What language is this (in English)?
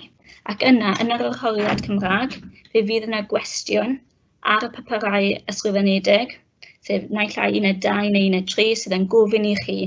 Welsh